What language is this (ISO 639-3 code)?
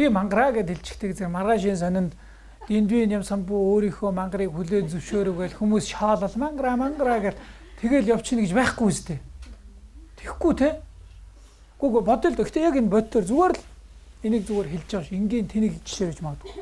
mon